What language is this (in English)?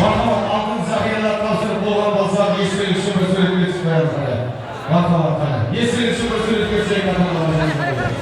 Kara-Kalpak